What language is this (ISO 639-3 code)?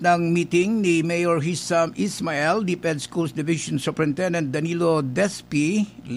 bik